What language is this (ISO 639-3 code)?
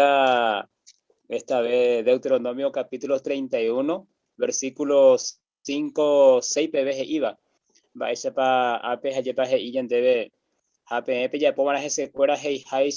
grn